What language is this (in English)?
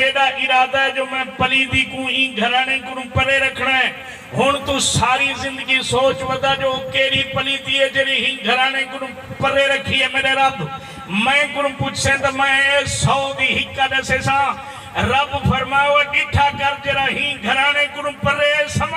Saraiki